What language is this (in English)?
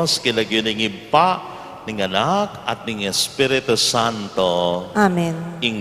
Pampanga